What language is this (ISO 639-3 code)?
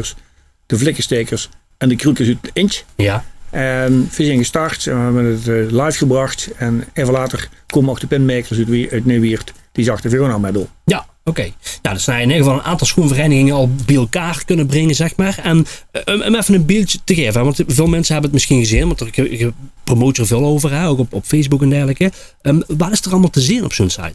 lim